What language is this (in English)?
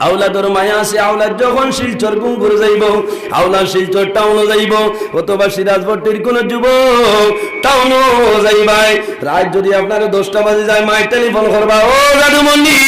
Sylheti